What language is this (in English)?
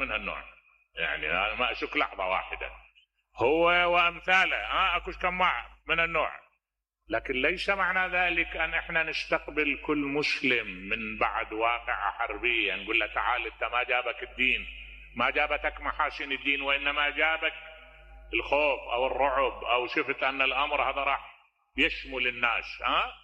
Mesopotamian Arabic